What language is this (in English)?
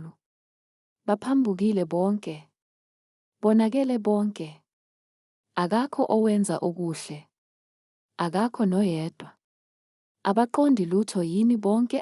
Zulu